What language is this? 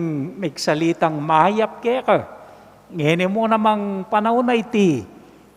Pampanga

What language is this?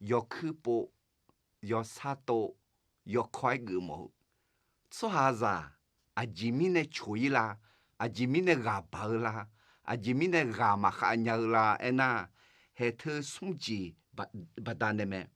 Akha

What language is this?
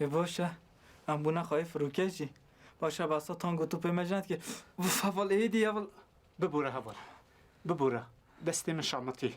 Kurdish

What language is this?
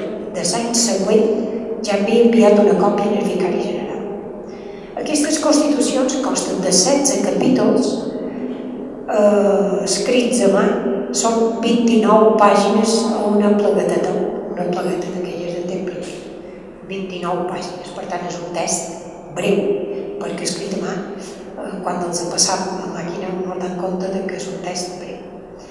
Catalan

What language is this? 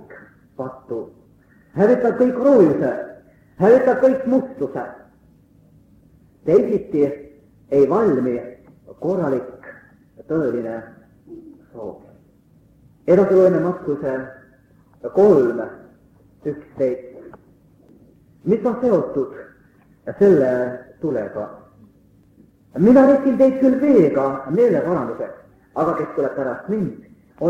Estonian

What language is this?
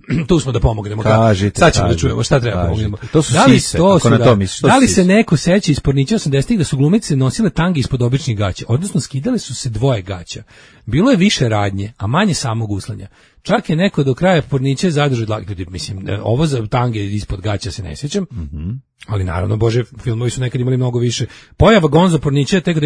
Serbian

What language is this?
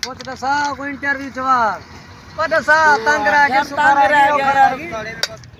Saraiki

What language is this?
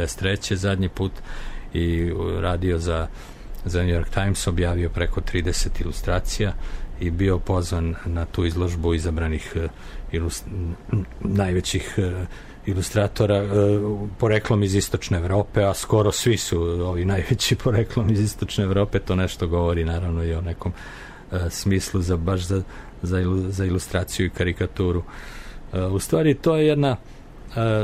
Serbian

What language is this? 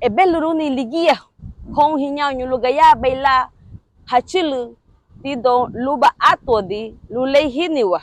Garifuna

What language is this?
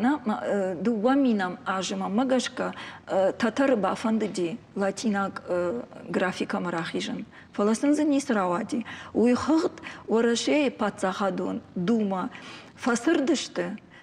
Ossetic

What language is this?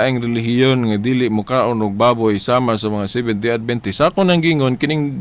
Cebuano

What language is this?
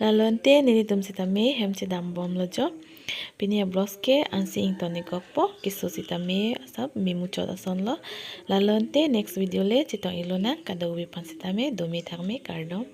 Karbi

